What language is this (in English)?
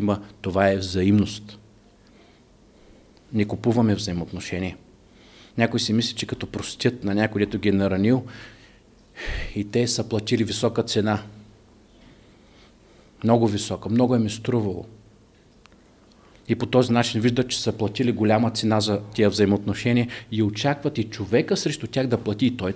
Bulgarian